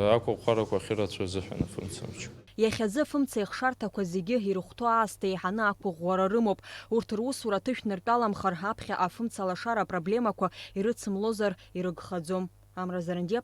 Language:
Abkhazian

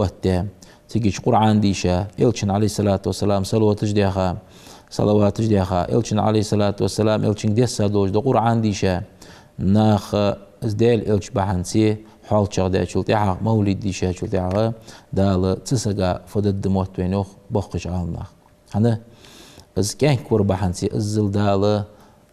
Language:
Ingush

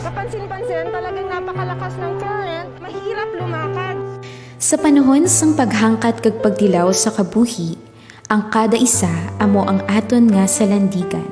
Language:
Hiligaynon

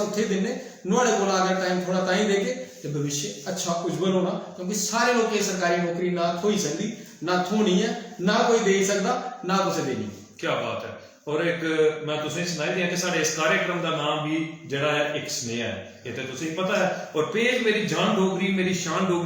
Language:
Dogri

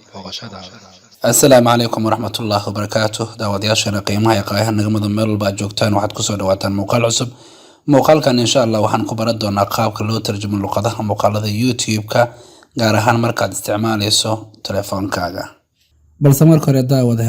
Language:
Somali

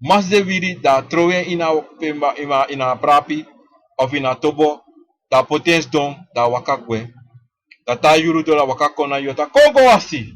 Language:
Sranan Tongo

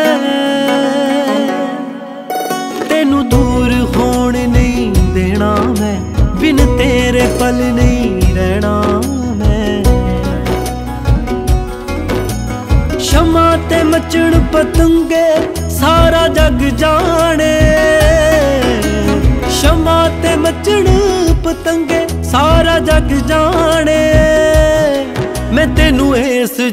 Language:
Punjabi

